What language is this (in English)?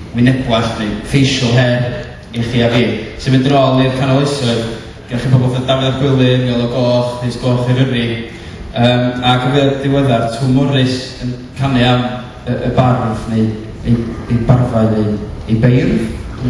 Welsh